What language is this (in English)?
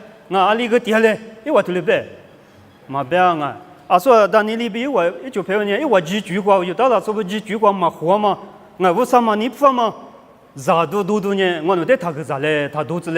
Lisu